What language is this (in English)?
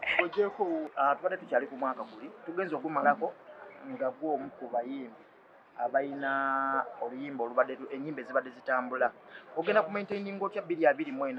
Ganda